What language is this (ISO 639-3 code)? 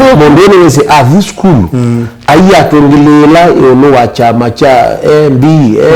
kam